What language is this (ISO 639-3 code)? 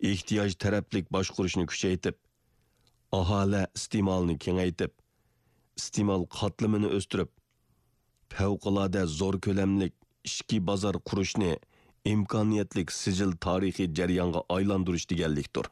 uig